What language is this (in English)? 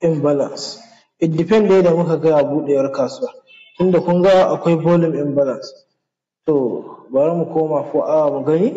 Hausa